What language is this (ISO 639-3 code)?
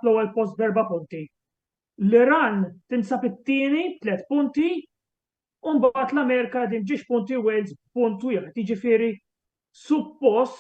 mlt